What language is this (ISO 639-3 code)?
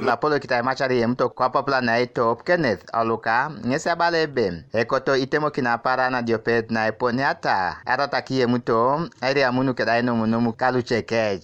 teo